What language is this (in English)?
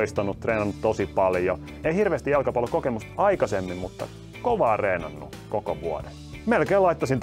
Finnish